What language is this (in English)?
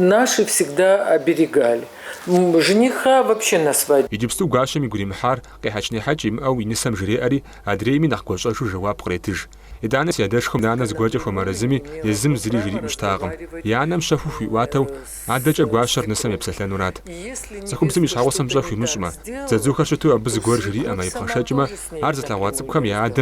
Kabardian